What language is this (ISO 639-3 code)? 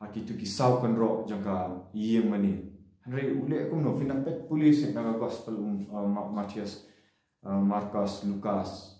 kha